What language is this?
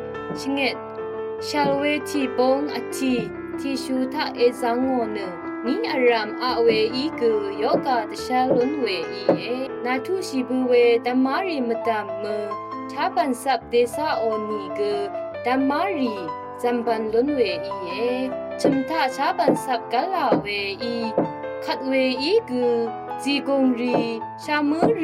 Rawang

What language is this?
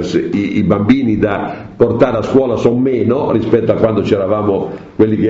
Italian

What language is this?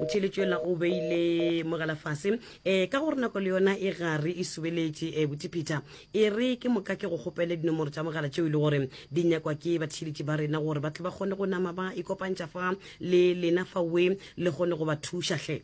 Northern Sotho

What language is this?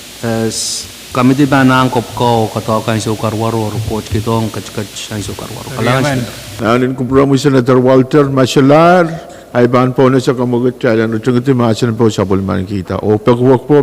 Pohnpeian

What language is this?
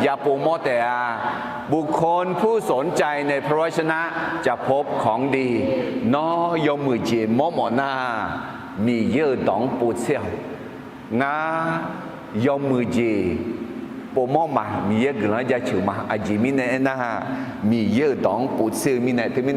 Akha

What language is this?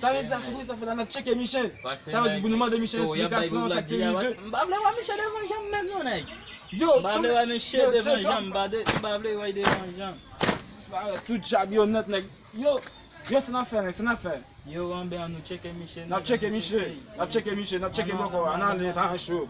Haitian Creole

